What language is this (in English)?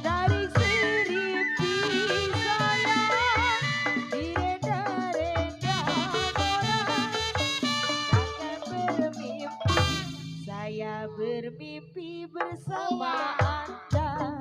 Betawi